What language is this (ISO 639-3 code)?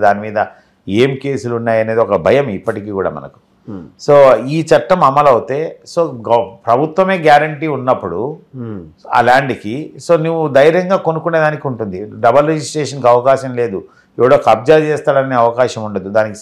tel